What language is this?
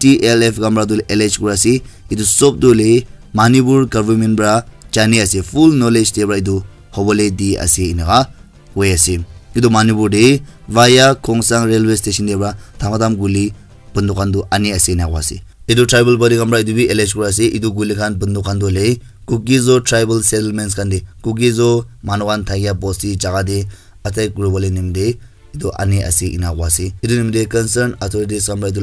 Naga Pidgin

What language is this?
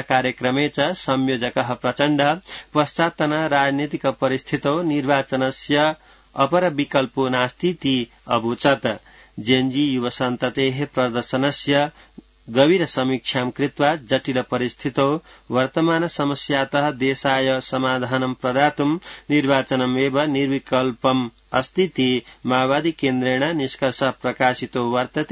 Sanskrit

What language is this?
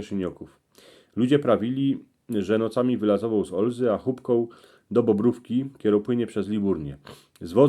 Silesian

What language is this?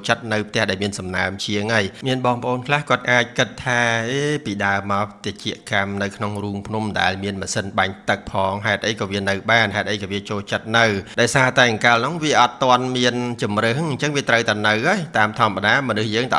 Khmer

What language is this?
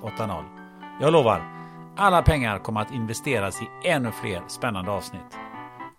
Swedish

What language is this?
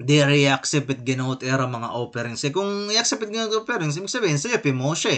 Waray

